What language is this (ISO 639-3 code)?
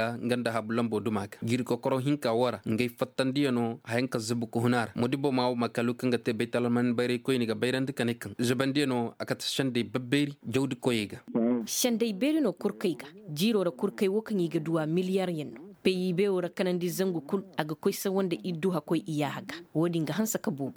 ses